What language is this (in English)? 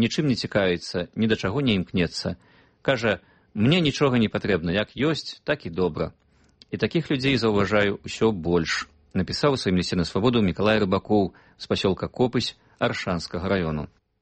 Belarusian